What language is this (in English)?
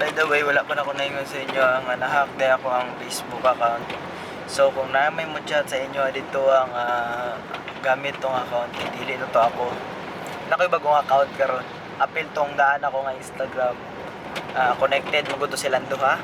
Cebuano